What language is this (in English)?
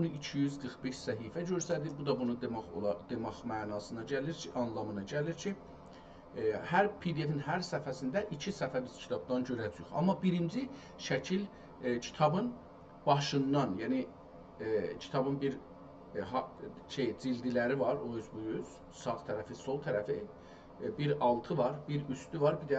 South Azerbaijani